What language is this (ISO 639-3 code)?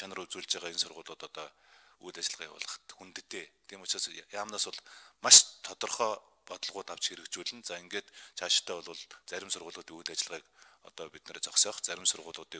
mon